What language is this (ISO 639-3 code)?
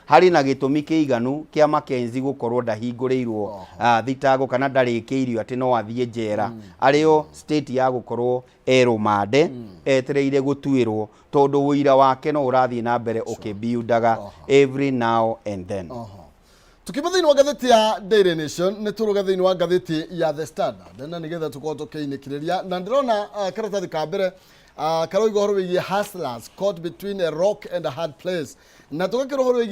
kik